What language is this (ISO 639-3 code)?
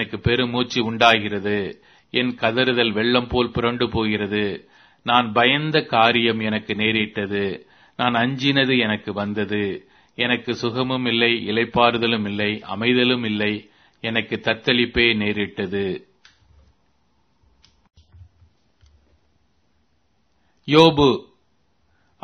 tam